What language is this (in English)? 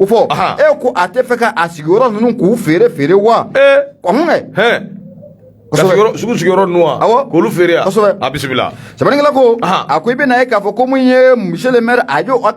Bambara